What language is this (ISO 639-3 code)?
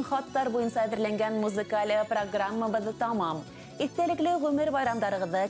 bak